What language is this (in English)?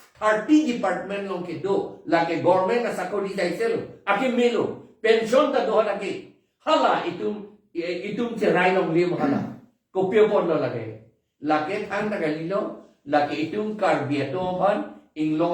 Karbi